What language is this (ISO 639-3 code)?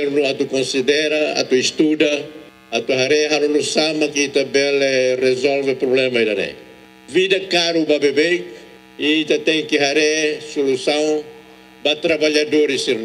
tet